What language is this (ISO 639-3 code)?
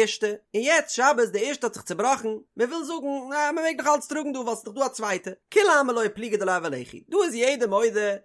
yid